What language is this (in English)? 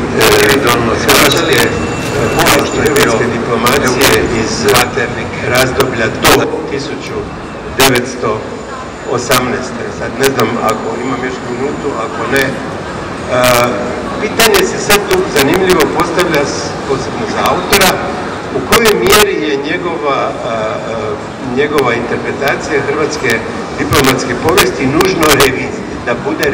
Croatian